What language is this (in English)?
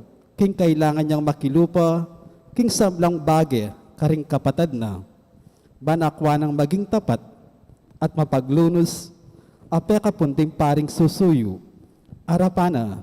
Pampanga